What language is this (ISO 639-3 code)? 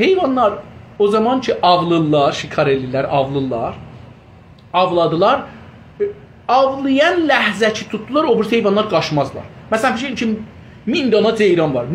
azb